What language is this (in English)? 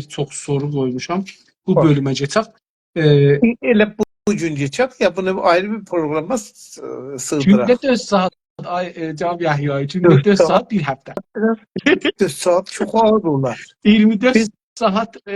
South Azerbaijani